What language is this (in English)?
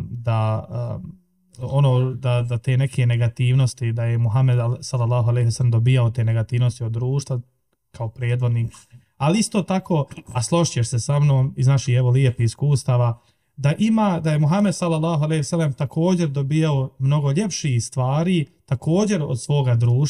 Bosnian